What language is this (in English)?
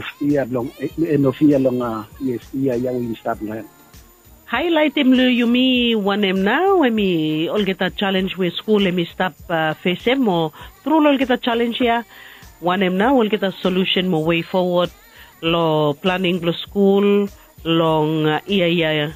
Bislama